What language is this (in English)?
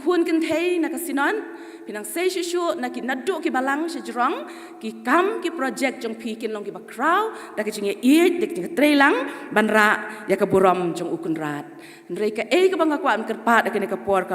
Khasi